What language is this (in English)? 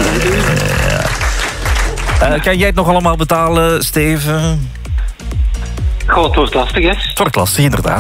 Dutch